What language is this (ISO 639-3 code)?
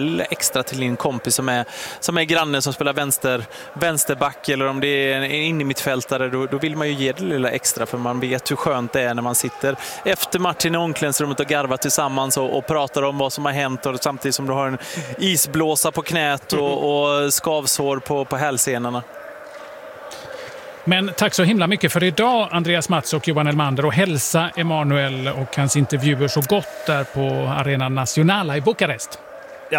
swe